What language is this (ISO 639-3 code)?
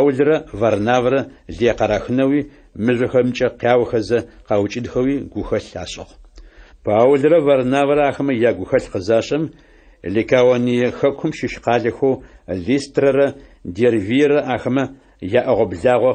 ady